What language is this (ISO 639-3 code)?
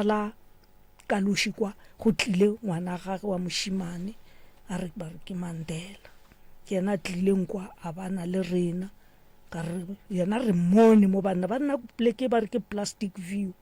nso